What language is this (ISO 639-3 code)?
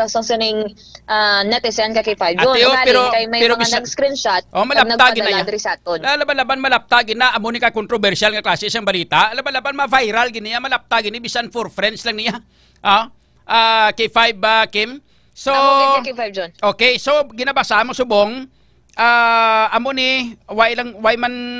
hil